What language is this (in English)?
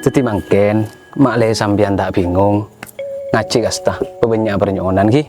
Madurese